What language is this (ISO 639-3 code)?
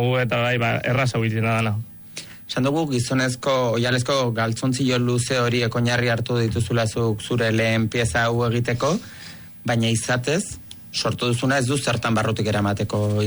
eus